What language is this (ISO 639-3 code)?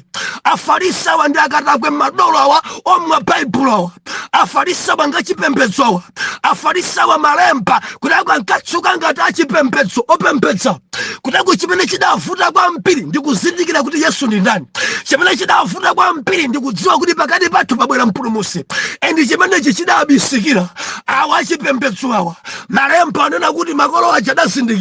nya